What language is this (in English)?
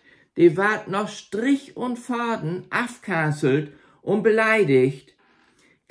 Low German